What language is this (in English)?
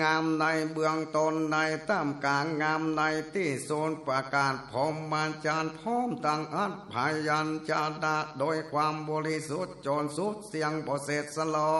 Northern Thai